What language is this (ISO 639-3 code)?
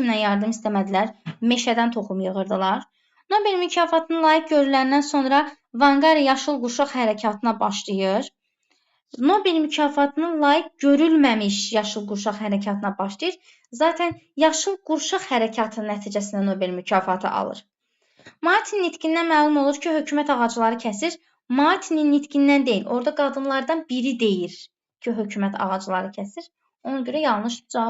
aze